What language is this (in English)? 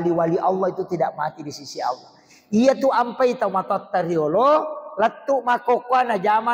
Buginese